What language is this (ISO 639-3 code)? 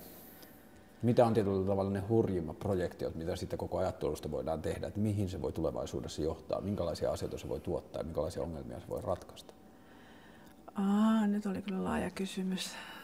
fin